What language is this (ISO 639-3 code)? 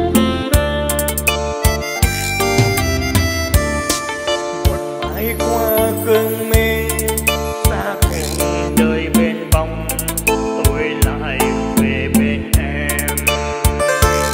vie